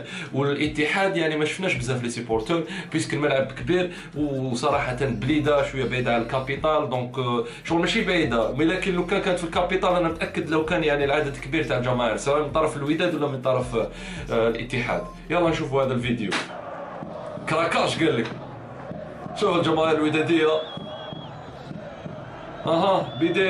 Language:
Algerian Arabic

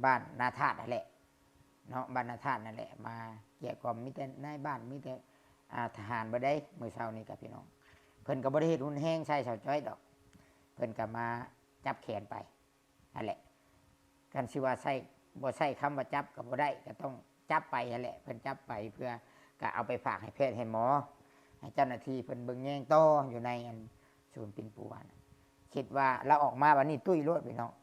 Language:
Lao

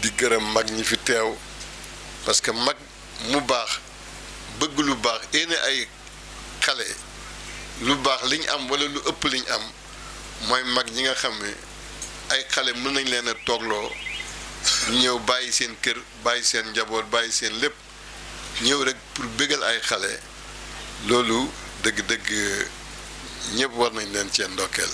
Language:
Wolof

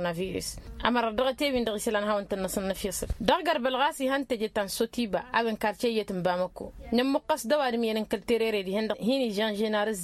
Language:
Tamasheq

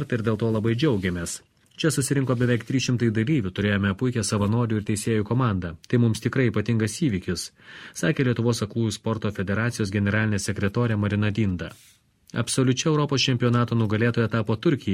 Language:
Lithuanian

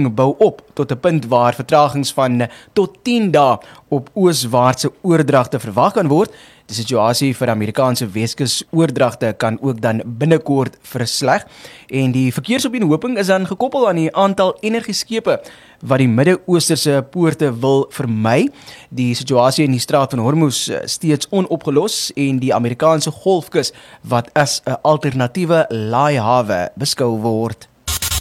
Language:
Afrikaans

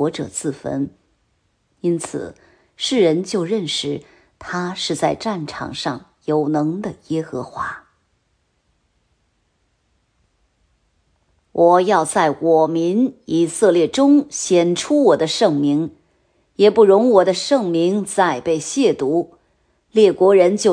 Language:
Chinese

